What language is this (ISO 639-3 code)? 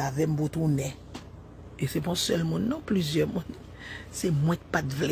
hat